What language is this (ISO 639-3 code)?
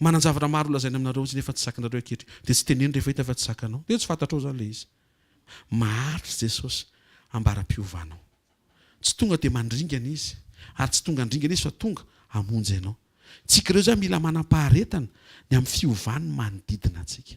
mlg